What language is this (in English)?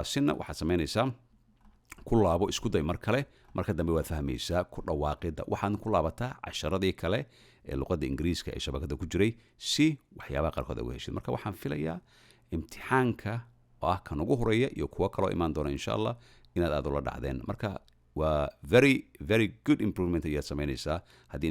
Somali